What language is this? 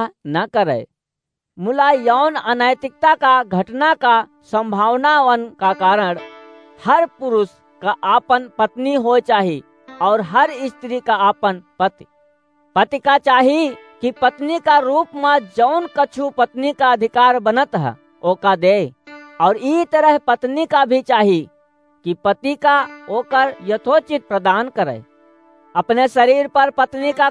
Awadhi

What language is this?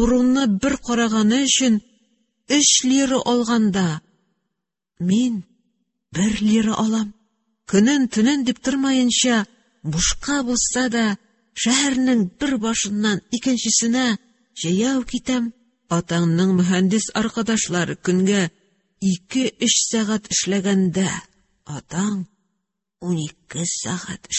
Tatar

